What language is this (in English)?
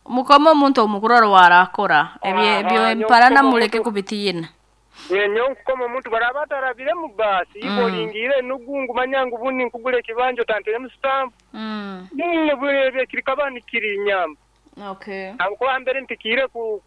Nyoro